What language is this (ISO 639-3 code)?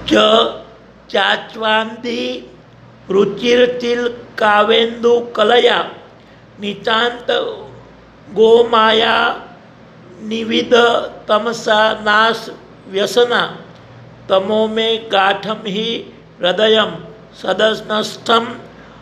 guj